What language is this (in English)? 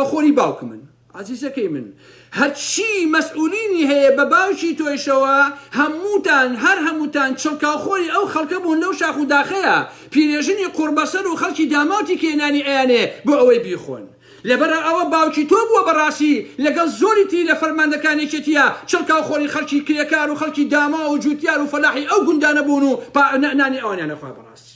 Central Kurdish